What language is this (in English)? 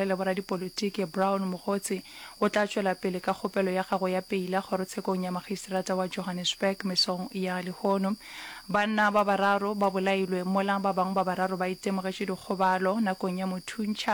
Northern Sotho